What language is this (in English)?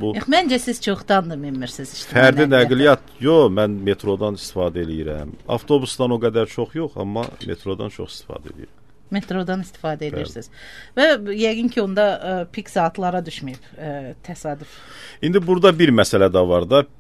Azerbaijani